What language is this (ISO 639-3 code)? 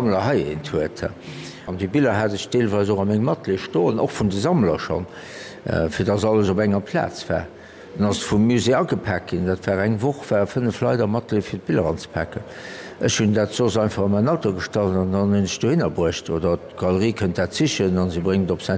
ltz